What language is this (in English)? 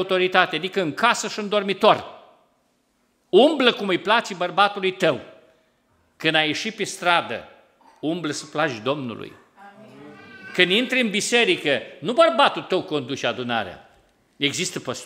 Romanian